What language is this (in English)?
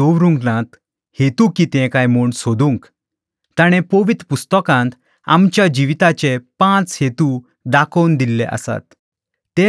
Konkani